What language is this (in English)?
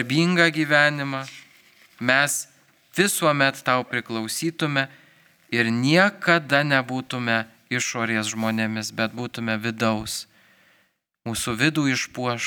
Lithuanian